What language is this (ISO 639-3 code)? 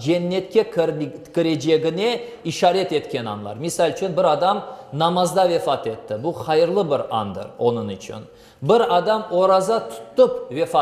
crh